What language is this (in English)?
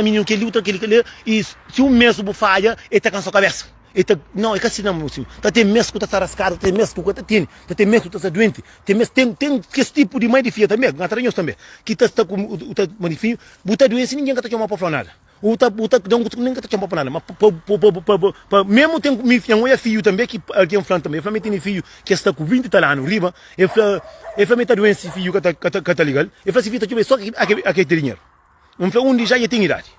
Kabuverdianu